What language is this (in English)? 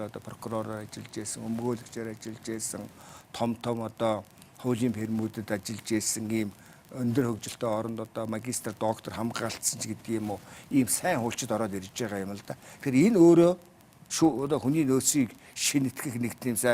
Mongolian